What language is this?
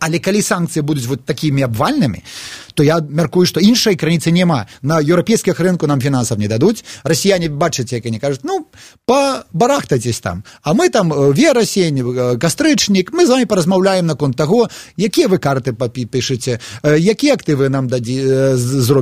Belarusian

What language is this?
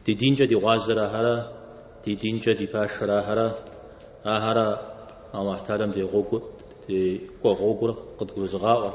Kabardian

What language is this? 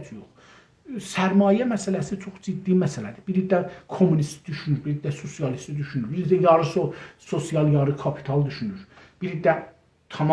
South Azerbaijani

